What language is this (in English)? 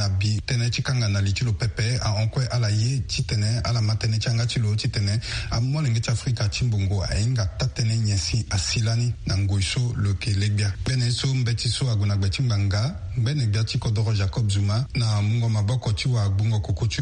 Sango